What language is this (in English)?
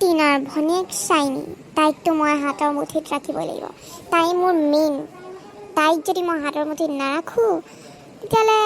Assamese